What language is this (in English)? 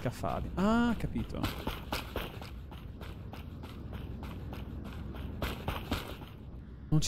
Italian